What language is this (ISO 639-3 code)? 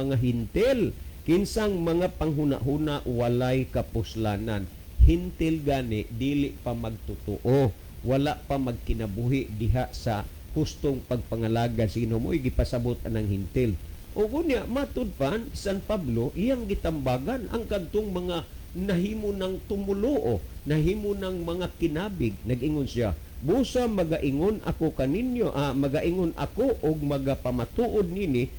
ceb